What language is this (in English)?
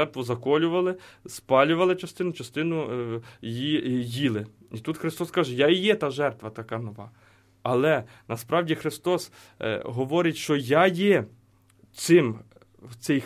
Ukrainian